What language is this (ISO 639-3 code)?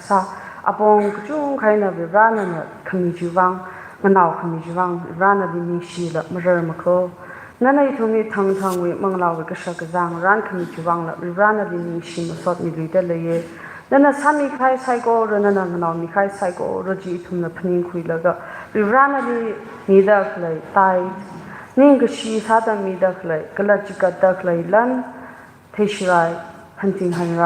nmf